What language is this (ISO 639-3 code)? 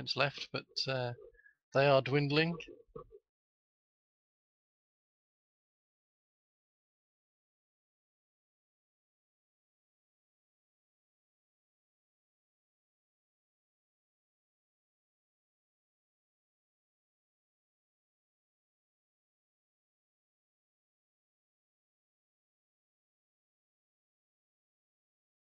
eng